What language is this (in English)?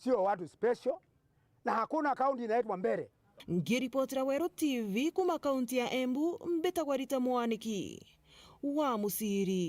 Meru